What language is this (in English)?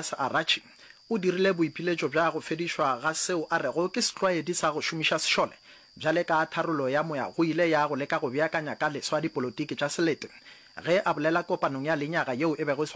Northern Sotho